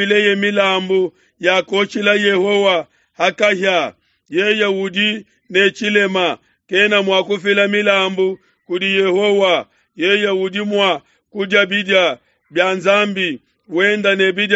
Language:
Luba-Lulua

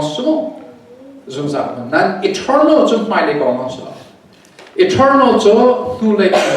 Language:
Hakha Chin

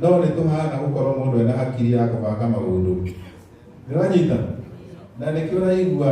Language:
Kikuyu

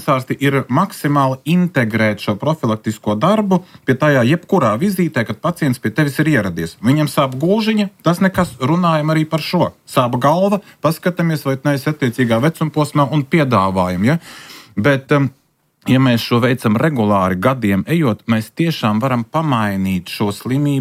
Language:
Latvian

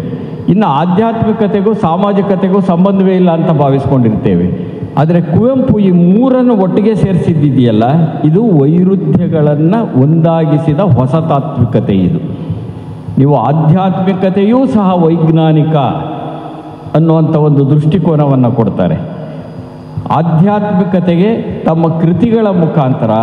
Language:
Kannada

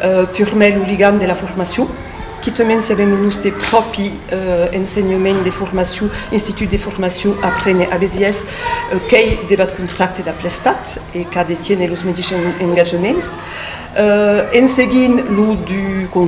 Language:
Occitan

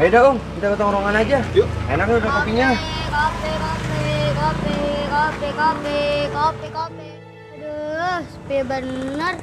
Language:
Betawi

